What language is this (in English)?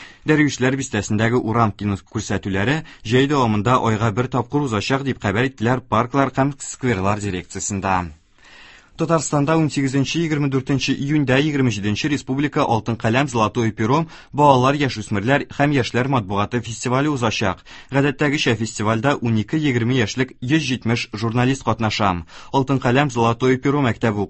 Tatar